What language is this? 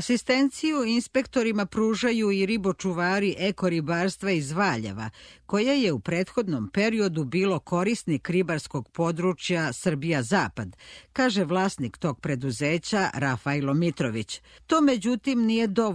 Serbian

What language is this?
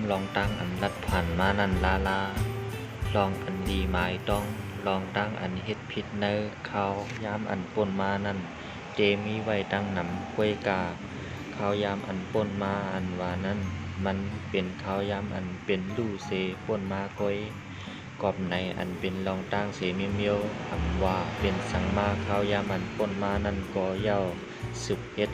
Shan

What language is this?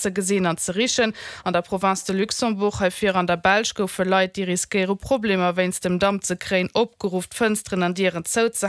Luxembourgish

